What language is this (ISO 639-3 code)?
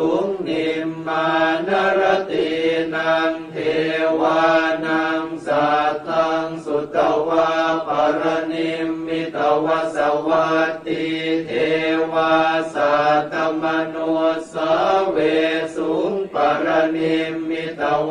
pli